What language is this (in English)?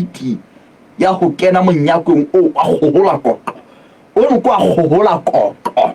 Southern Sotho